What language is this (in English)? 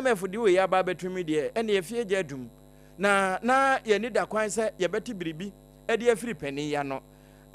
Akan